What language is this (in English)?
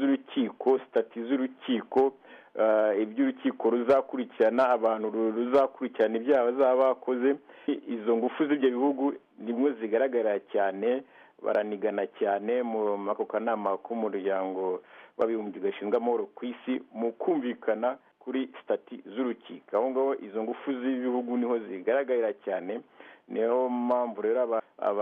Kinyarwanda